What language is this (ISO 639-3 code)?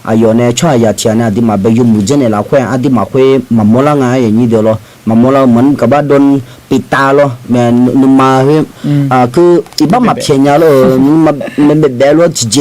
ahk